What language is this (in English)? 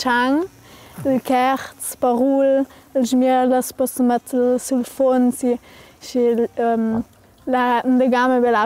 Ladin